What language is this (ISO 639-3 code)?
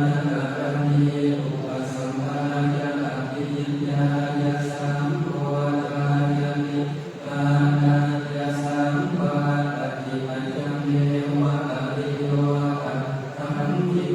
pli